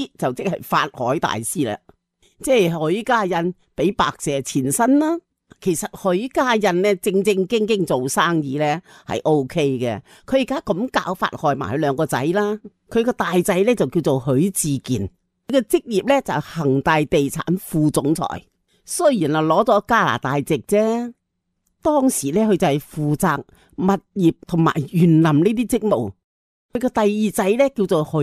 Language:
Cantonese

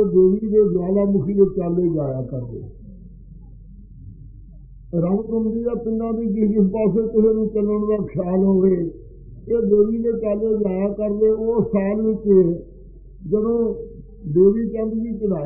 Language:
Punjabi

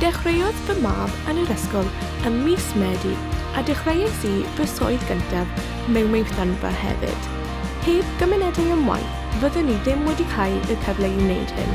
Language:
Welsh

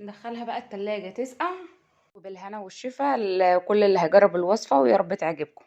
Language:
Egyptian Arabic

